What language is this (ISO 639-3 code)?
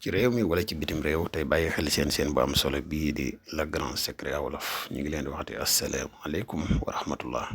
wol